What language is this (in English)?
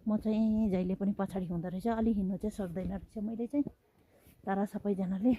Nepali